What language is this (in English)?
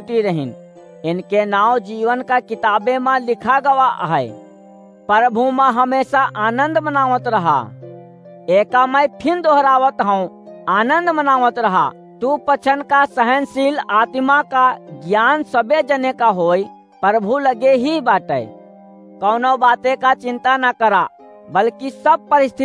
Awadhi